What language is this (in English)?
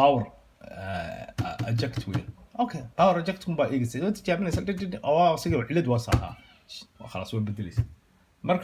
Somali